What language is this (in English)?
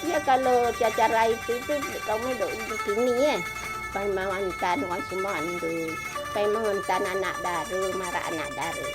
Minangkabau